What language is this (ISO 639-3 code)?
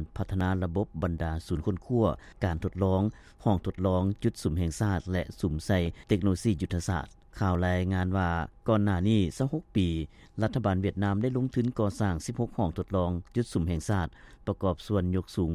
lao